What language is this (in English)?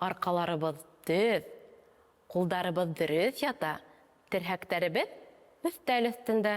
Bashkir